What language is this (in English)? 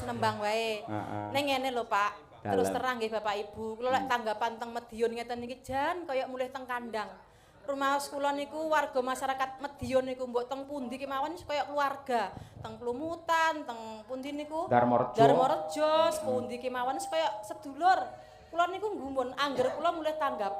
Javanese